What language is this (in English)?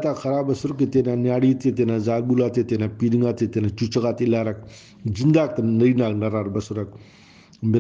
Brahui